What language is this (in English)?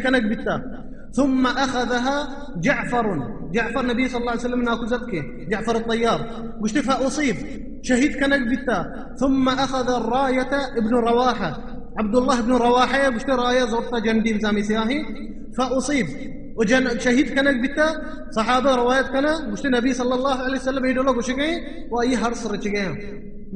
Baluchi